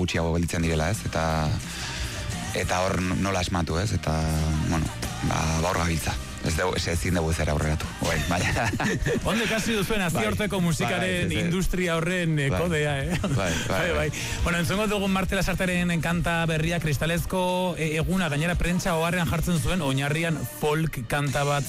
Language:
Basque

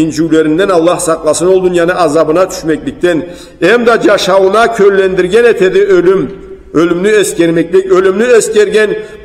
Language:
Karachay-Balkar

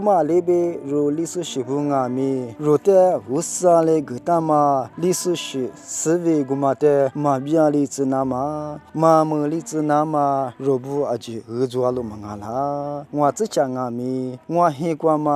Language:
Lisu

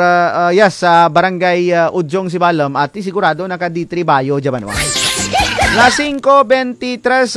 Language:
Kinaray-a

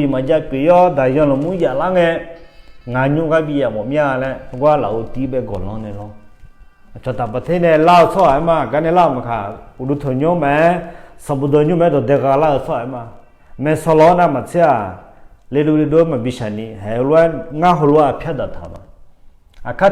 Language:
Akha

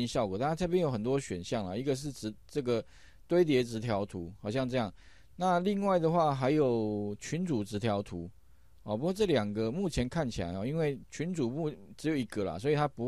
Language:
Chinese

